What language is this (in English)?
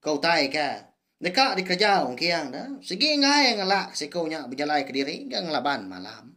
Iban